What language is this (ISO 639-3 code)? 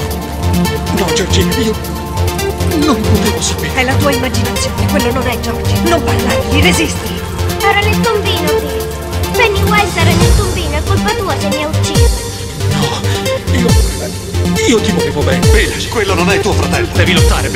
ita